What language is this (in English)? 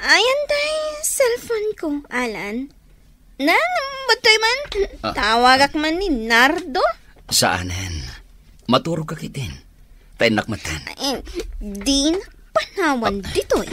Iloko